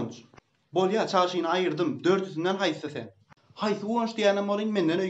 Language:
Turkmen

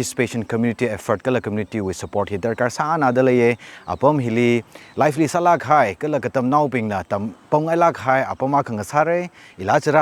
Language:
Tangkhul Naga (India)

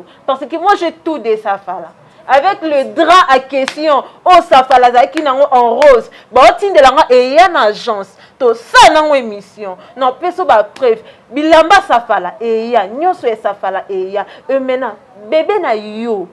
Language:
Lingala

